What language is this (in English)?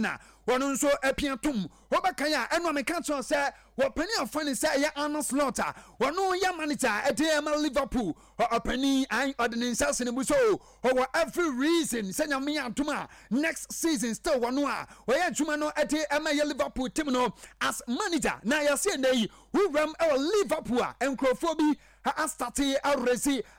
Akan